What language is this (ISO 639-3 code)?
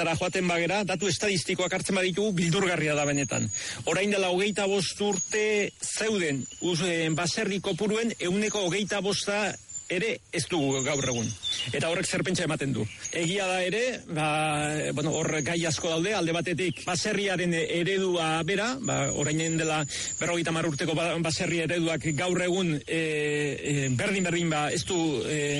eus